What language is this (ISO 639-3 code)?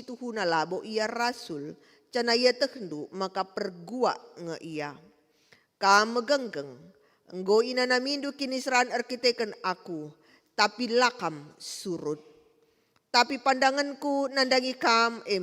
btx